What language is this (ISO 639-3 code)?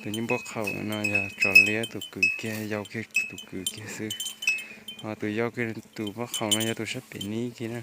hmn